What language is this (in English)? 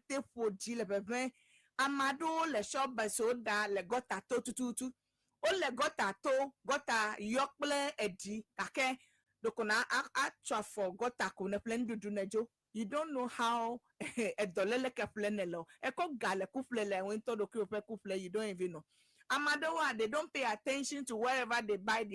Ewe